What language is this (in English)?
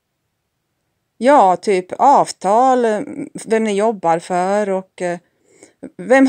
Swedish